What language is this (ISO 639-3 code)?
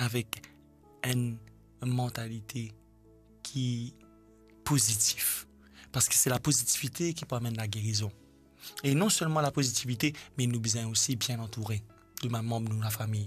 mfe